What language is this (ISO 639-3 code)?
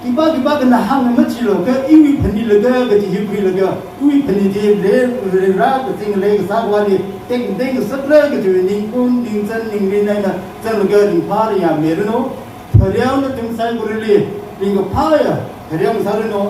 nmf